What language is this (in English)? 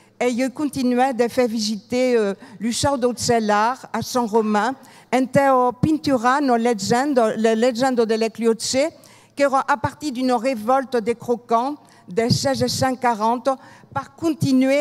Occitan